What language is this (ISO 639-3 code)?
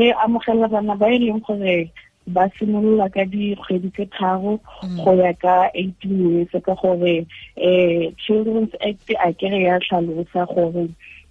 tsn